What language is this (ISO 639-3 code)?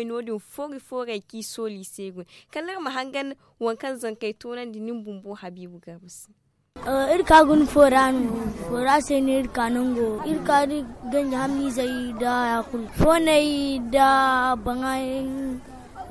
dje